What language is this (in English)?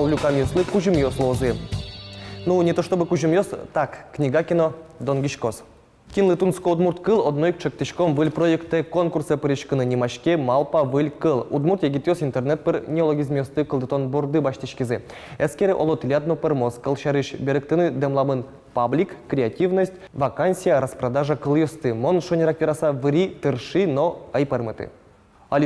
Udmurt